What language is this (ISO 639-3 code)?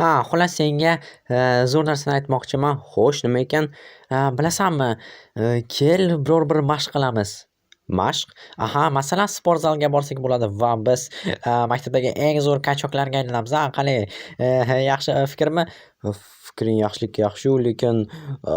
uzb